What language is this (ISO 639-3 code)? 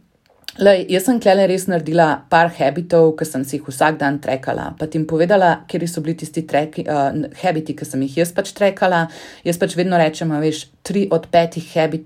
slv